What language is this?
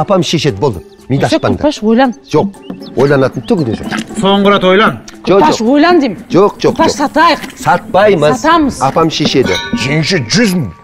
Kazakh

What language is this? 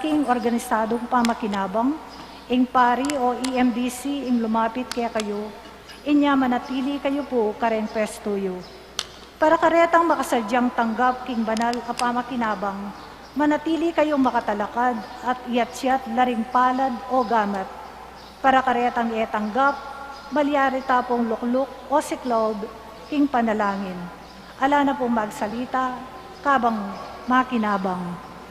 Pampanga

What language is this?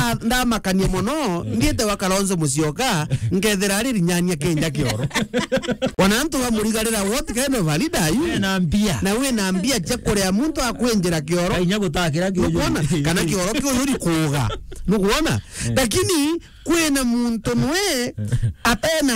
Meru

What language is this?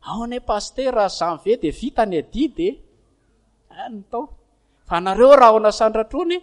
Malagasy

